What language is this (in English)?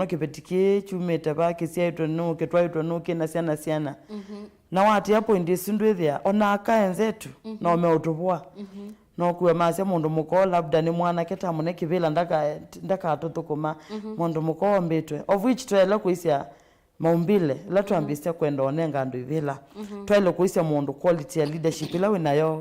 Kamba